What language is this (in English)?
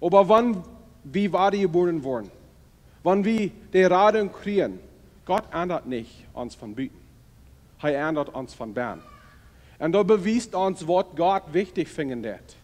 Plautdietsch